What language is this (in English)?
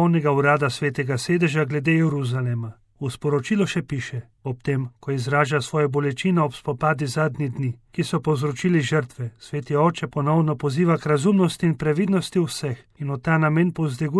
Slovenian